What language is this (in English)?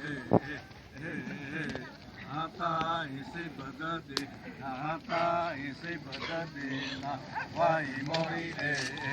Xavánte